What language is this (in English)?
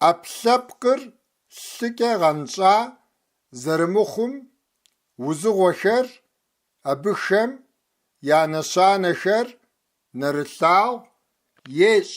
Kabardian